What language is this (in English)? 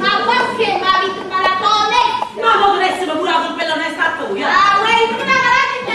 Neapolitan